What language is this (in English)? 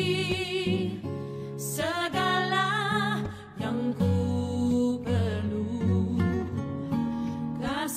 Indonesian